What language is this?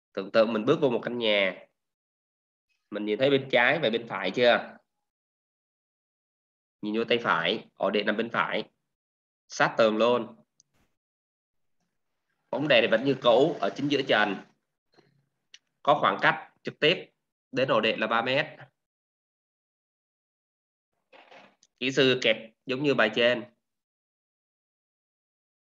Vietnamese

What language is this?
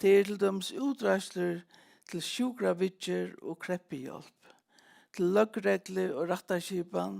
Faroese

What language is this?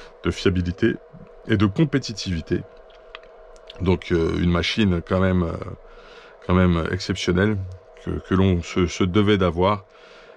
French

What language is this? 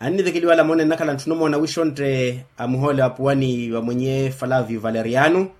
Makhuwa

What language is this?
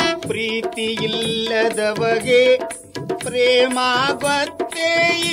Kannada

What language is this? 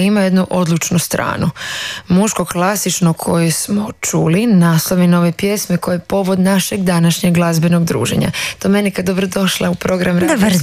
Croatian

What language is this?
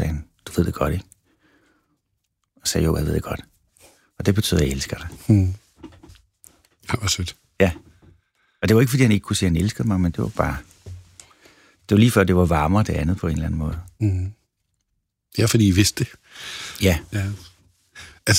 Danish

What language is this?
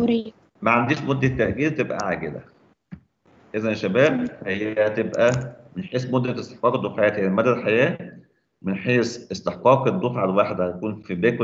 Egyptian Arabic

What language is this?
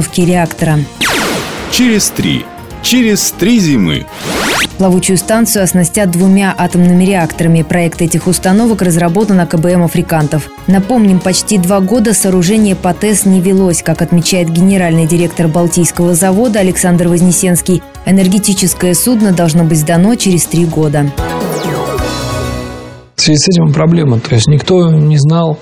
Russian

